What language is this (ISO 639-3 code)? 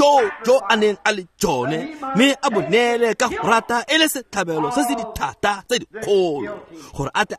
tsn